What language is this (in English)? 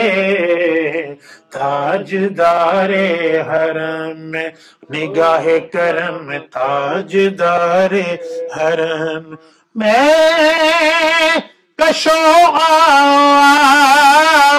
Urdu